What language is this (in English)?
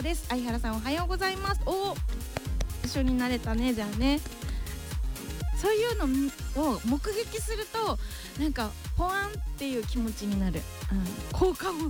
Japanese